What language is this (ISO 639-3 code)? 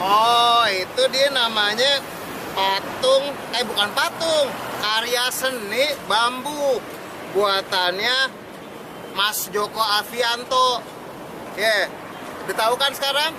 bew